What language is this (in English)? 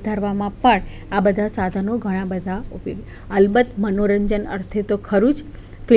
Gujarati